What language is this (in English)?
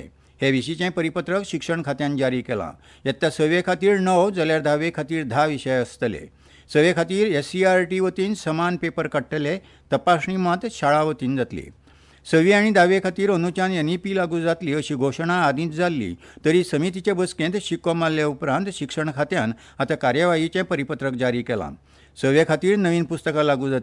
Konkani